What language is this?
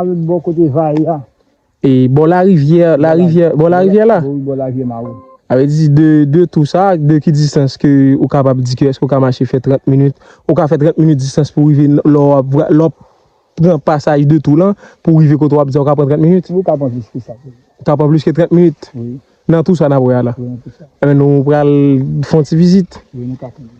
Haitian Creole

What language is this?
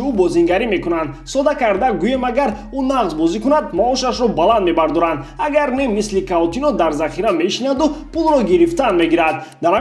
Tajik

